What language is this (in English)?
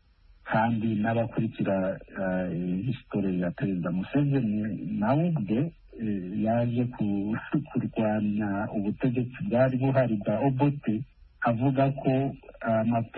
Kinyarwanda